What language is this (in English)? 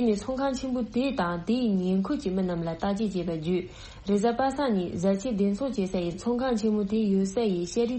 Tibetan